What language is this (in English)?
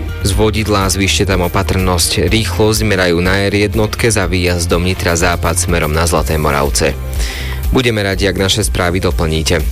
Slovak